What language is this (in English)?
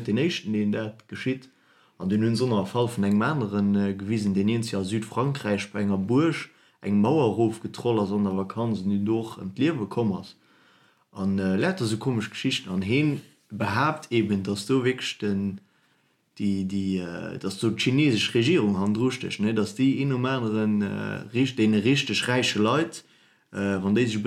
Luxembourgish